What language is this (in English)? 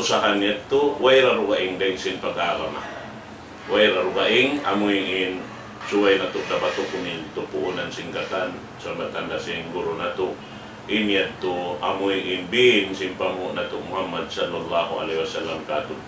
Tausug